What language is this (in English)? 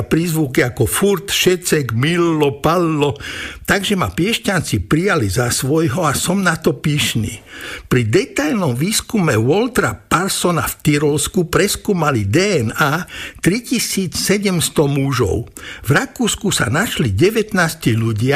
Slovak